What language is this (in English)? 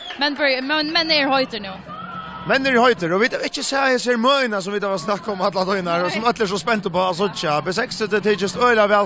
Faroese